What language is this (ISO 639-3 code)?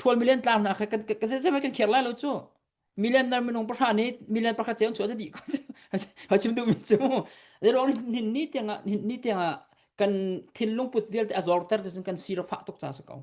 cnh